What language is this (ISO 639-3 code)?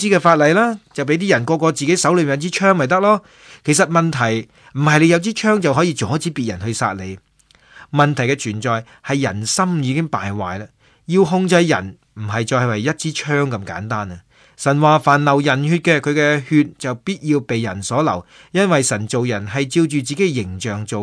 yue